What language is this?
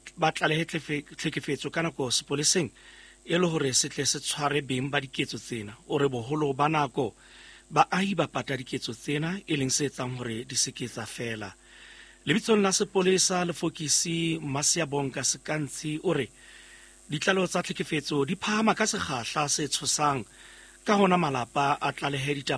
Southern Sotho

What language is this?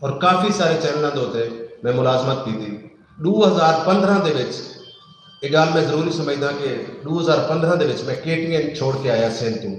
Saraiki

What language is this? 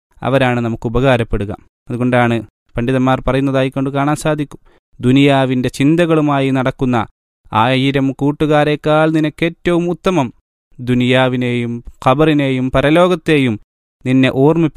Malayalam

